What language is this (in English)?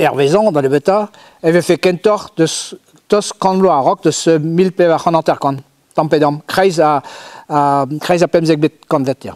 Breton